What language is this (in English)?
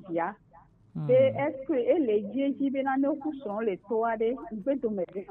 Gen